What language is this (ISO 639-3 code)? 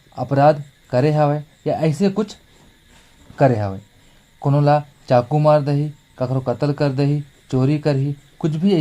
hne